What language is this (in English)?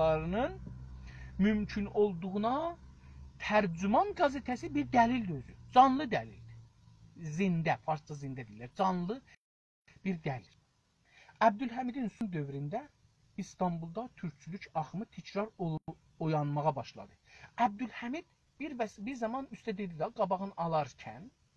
South Azerbaijani